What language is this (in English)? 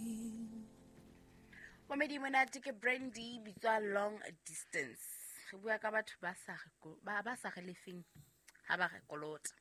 Southern Sotho